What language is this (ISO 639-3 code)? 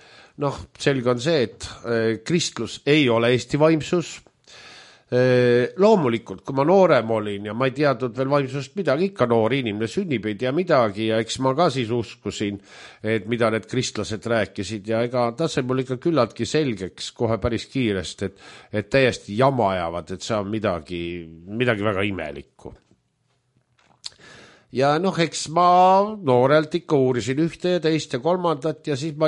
est